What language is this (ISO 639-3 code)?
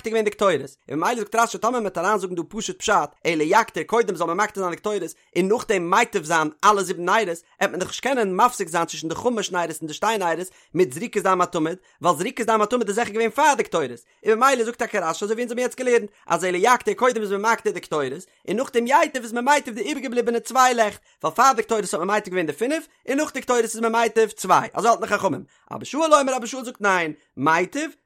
yid